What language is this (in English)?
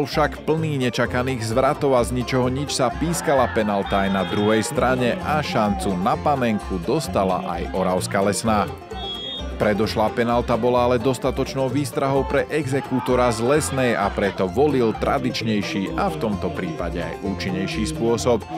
Slovak